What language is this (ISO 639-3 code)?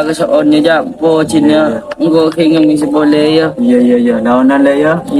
mad